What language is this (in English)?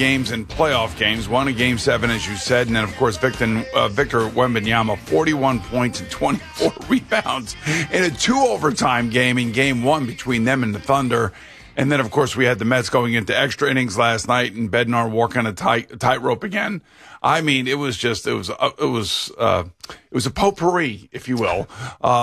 English